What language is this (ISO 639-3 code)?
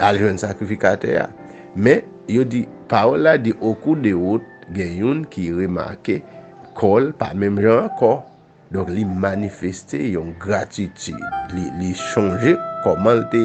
hat